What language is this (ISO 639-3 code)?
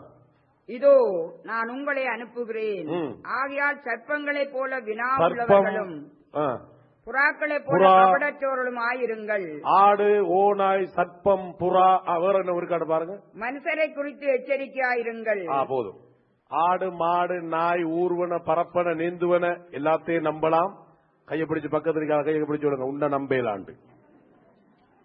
tam